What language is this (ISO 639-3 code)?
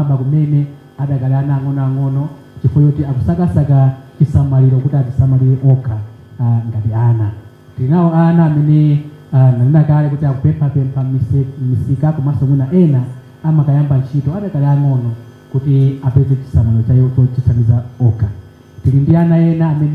nya